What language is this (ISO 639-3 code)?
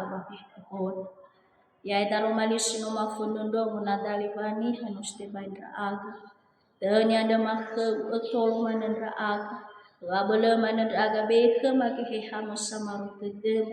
nia